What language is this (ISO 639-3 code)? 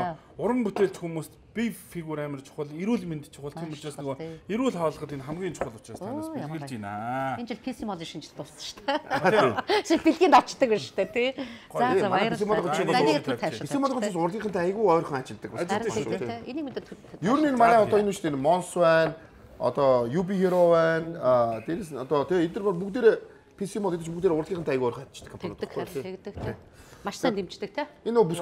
mon